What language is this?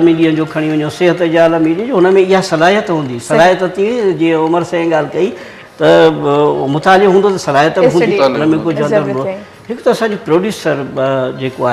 Sindhi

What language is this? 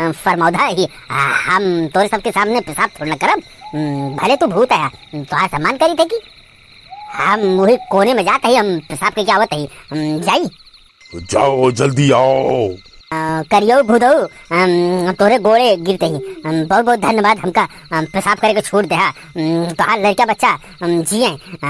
Awadhi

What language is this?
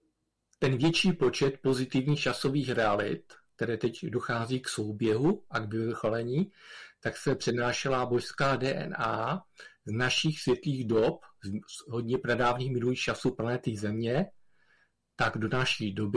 Czech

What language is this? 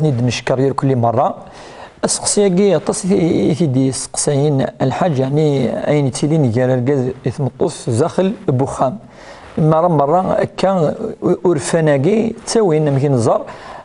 Kabyle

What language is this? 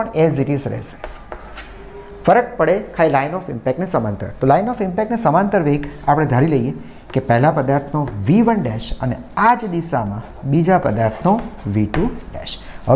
Gujarati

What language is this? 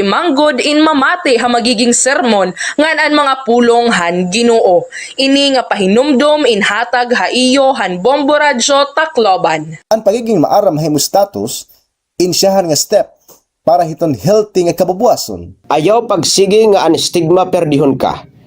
Waray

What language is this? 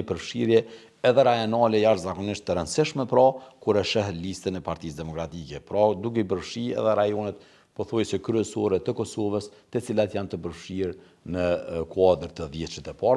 Albanian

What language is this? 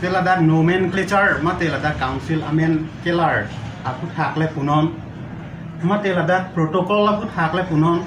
Karbi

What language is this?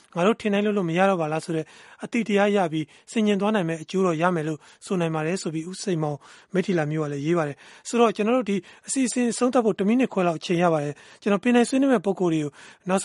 Burmese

